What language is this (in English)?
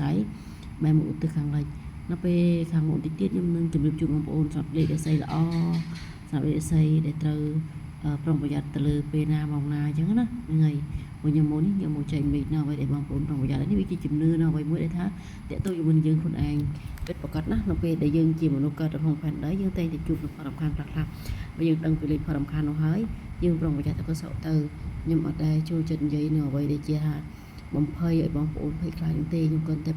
Khmer